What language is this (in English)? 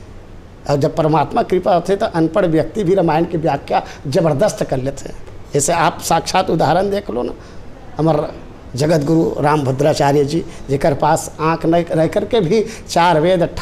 Chhattisgarhi